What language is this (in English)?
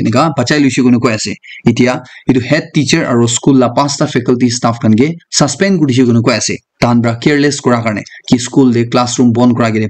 Naga Pidgin